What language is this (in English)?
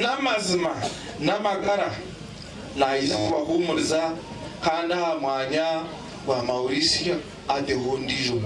Nyankole